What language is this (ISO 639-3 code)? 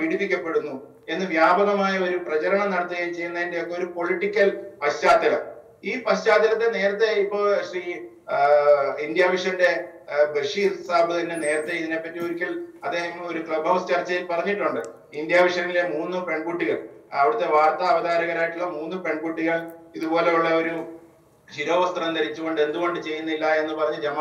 mal